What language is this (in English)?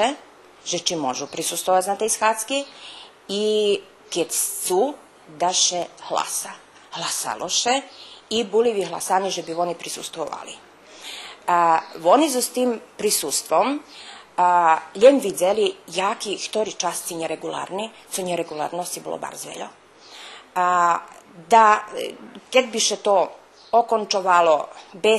Rusyn